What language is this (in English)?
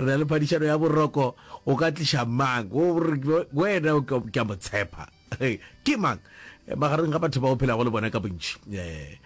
Northern Sotho